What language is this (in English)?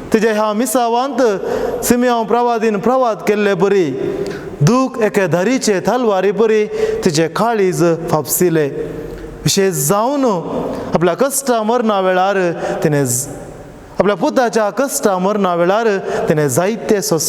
Konkani